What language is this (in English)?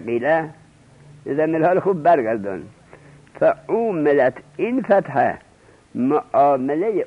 Persian